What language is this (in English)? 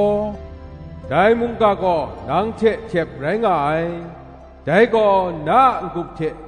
Kachin